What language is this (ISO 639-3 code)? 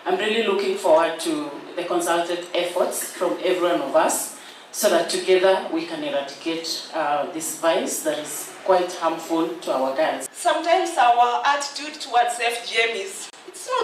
guz